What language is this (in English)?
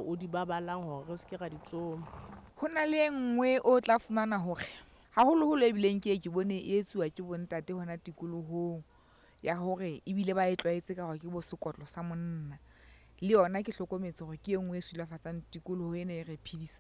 Southern Sotho